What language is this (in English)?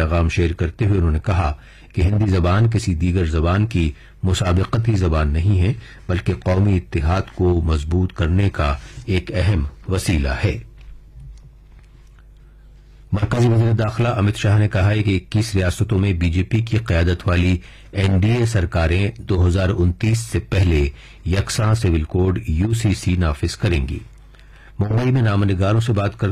Urdu